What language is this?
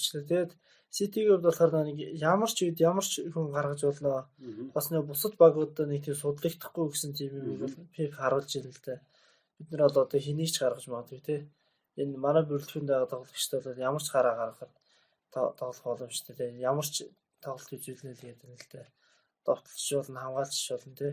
Mongolian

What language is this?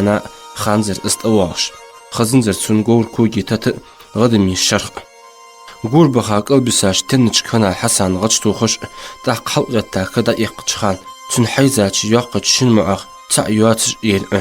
Ingush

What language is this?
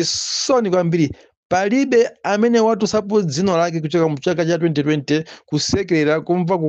Nyanja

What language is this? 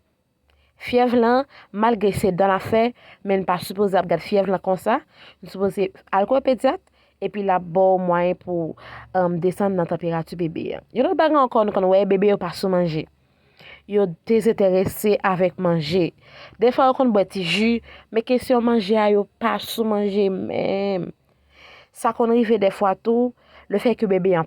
Haitian Creole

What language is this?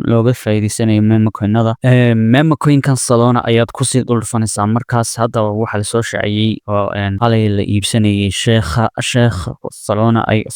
Somali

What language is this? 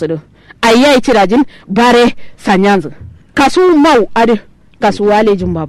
Kanuri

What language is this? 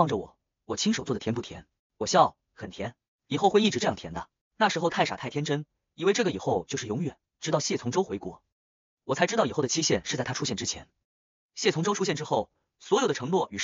Chinese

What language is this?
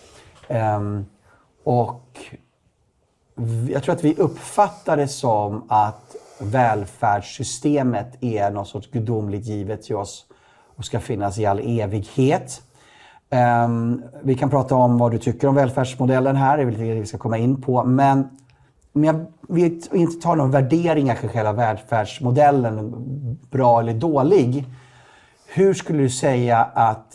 Swedish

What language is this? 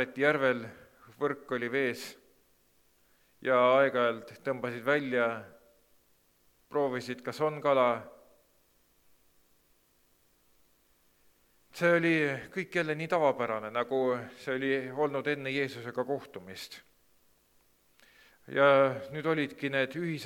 Estonian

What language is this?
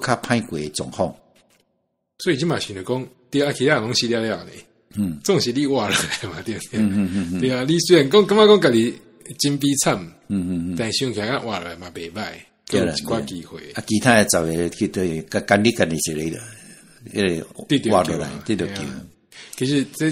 Min Nan Chinese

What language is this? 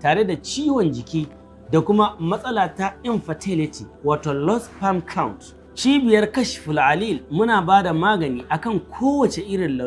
Hausa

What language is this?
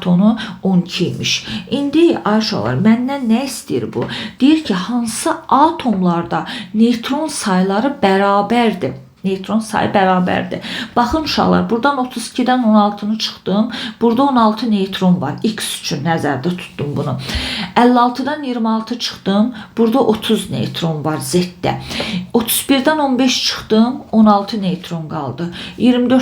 Azerbaijani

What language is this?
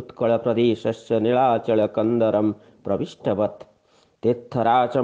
Sanskrit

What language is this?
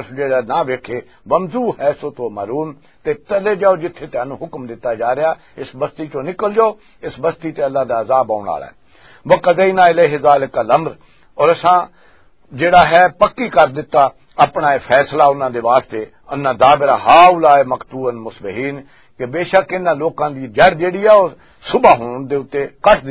Western Panjabi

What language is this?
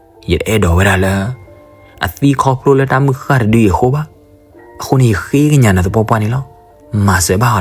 S'gaw Karen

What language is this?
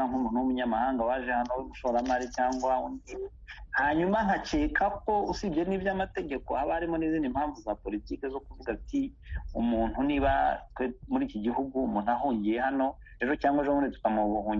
Kinyarwanda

